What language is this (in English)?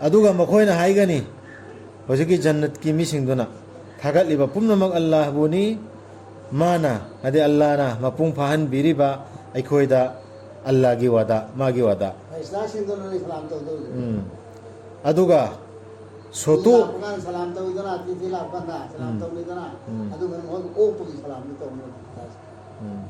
Manipuri